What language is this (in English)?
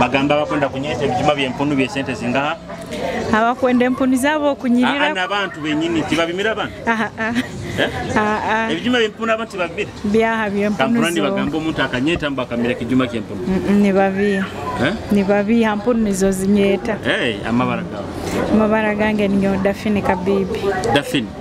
Nyoro